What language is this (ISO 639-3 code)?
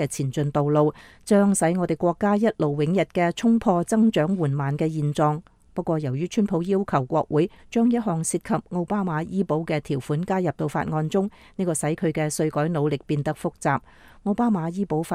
yue